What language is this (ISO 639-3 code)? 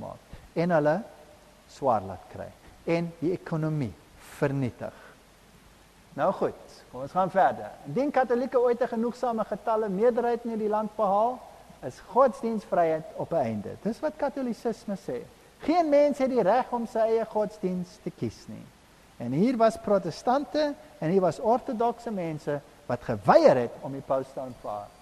afr